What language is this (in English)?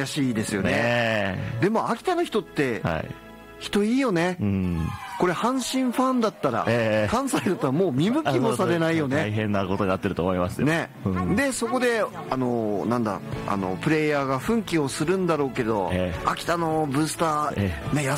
Japanese